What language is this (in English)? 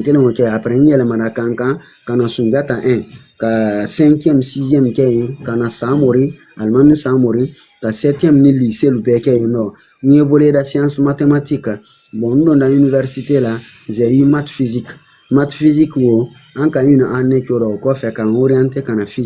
Bambara